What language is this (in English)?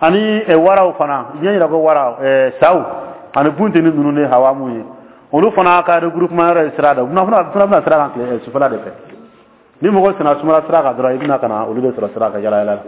Dyula